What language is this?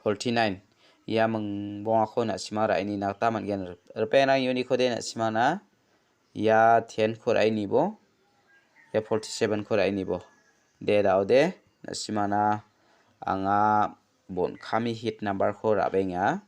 Garo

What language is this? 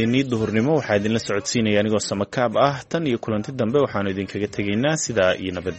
Somali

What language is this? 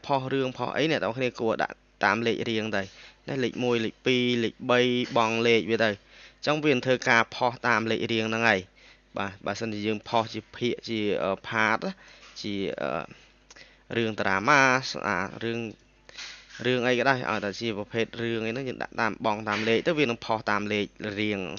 Khmer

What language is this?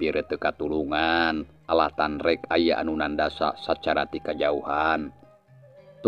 Sundanese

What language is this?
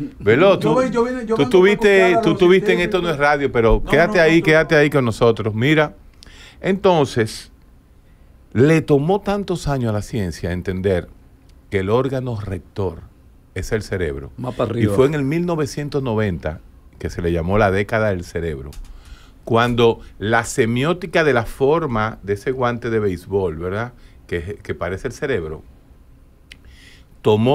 Spanish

